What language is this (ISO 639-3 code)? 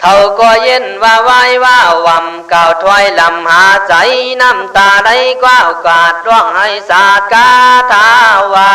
kkh